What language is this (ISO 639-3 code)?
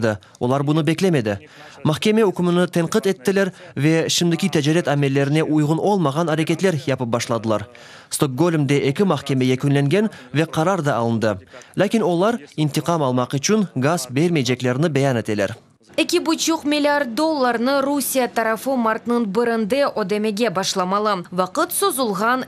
crh